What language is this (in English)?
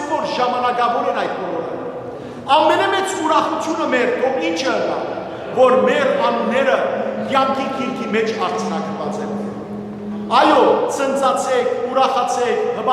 Western Armenian